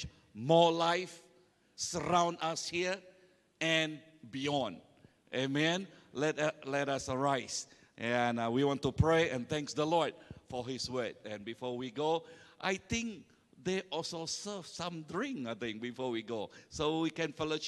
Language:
Iban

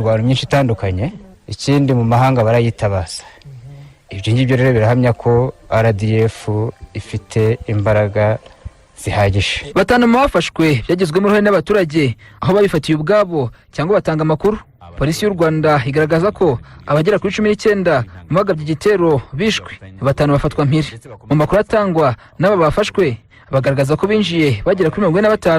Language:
Kinyarwanda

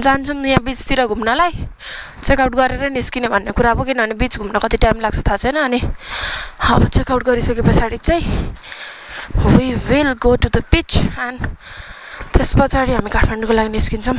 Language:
Nepali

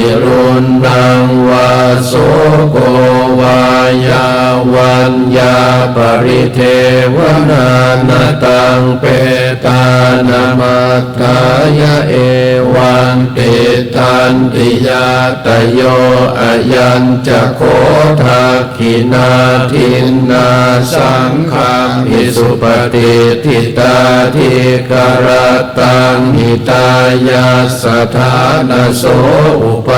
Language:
Pali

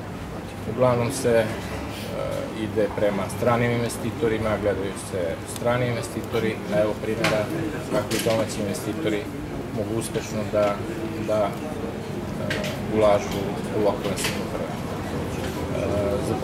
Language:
Serbian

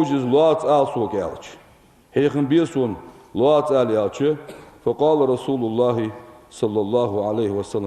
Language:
Ingush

